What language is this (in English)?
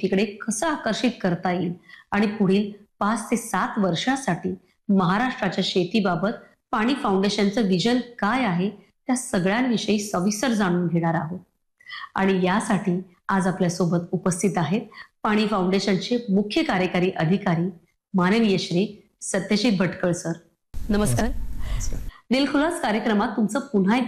Marathi